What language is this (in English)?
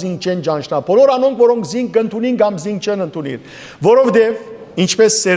Western Armenian